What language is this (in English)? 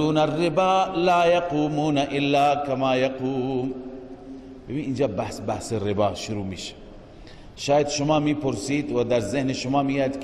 Persian